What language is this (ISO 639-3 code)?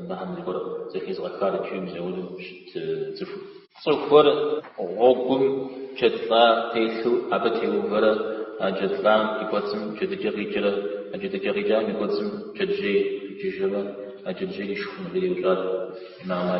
kbd